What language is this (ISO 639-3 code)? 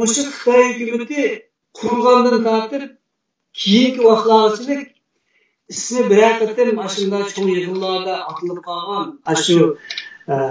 uig